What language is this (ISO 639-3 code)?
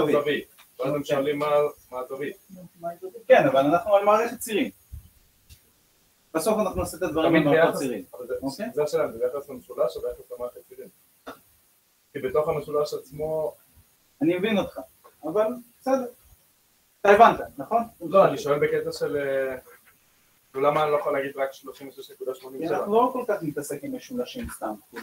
heb